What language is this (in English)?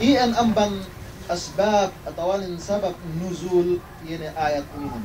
Yakan